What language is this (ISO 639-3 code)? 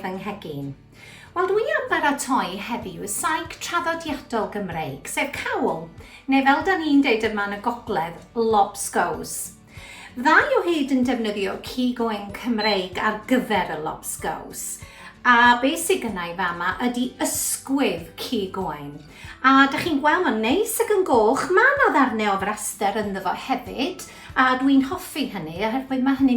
cym